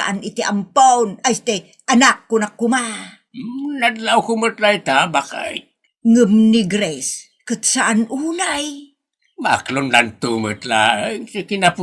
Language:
Iloko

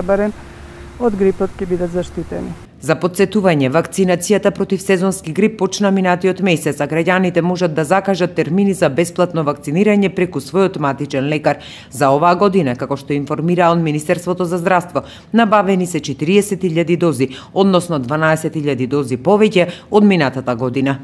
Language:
Macedonian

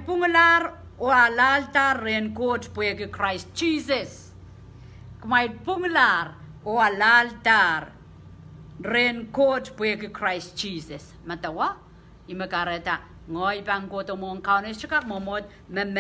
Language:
Pohnpeian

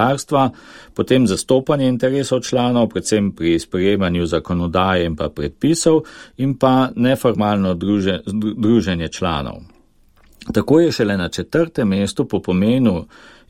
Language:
Slovenian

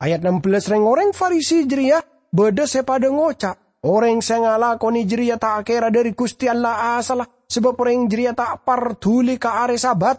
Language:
Madurese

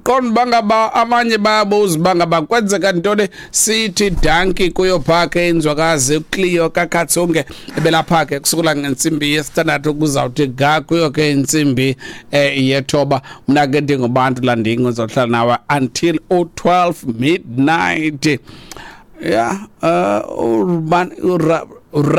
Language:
Xhosa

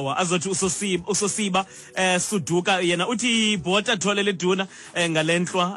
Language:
Xhosa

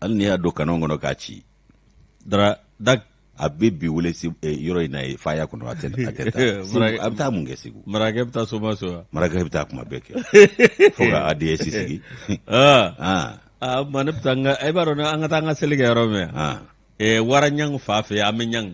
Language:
Bambara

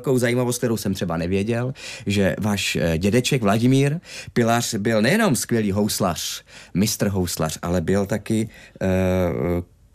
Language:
Czech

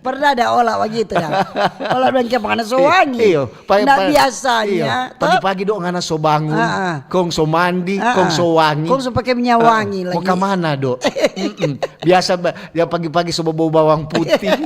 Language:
Manado Malay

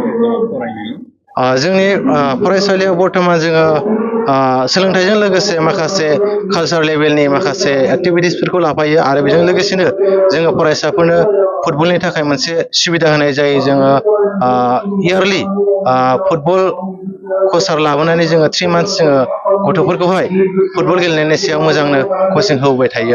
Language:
Bodo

